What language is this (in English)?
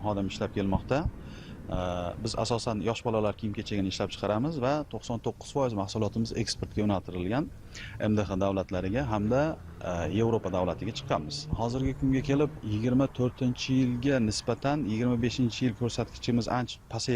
Uzbek